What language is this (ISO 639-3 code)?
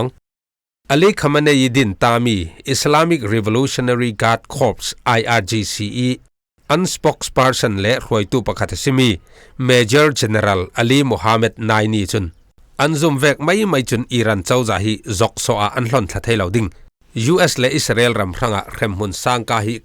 cfm